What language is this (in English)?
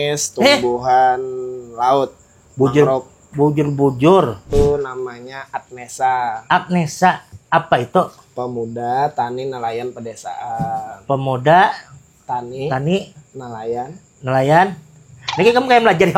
Banjar